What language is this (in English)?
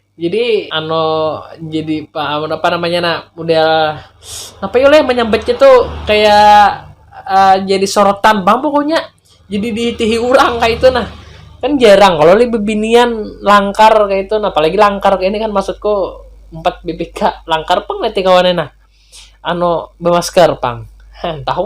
Banjar